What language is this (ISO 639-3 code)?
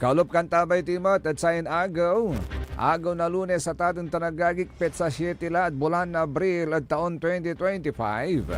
pag